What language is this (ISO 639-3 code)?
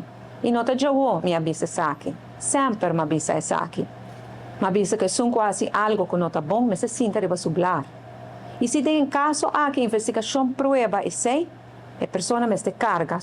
pap